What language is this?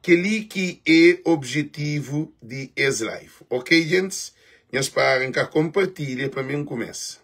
Kabuverdianu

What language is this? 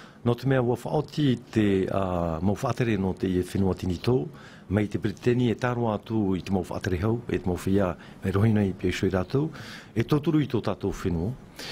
Tahitian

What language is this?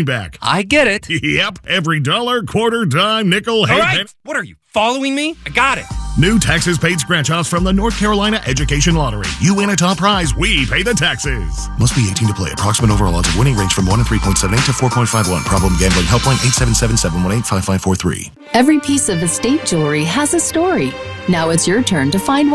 English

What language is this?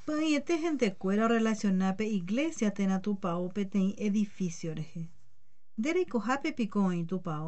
Guarani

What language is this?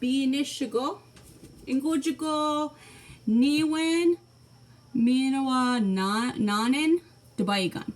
Chippewa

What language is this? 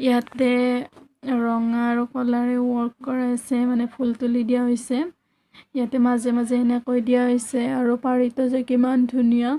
Assamese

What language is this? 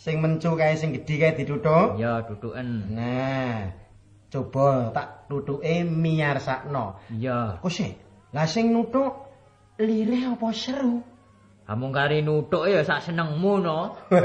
Javanese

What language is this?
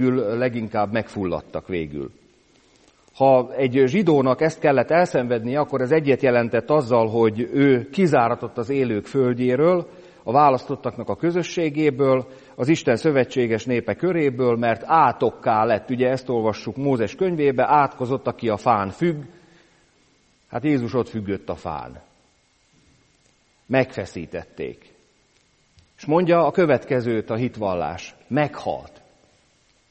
Hungarian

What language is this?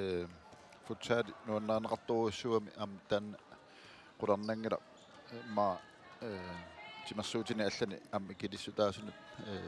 Kalaallisut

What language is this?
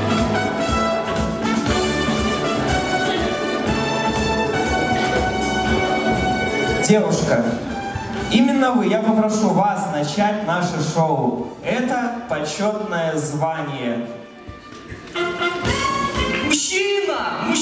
Russian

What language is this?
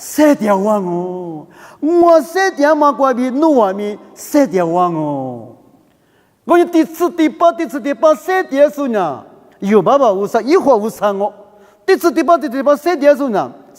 Lisu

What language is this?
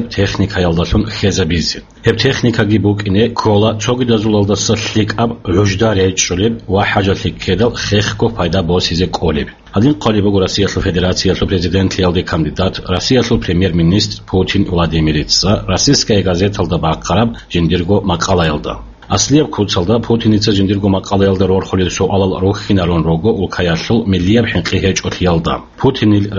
Avaric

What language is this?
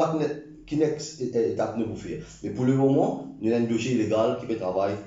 Morisyen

